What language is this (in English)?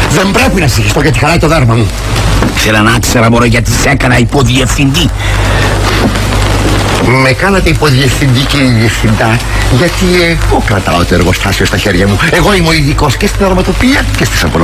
Greek